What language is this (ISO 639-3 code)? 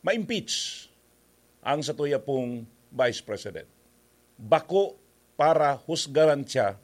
bik